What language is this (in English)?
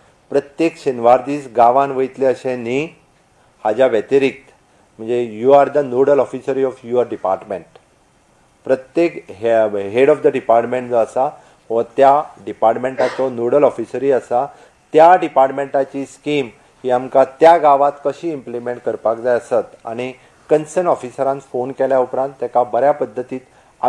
Konkani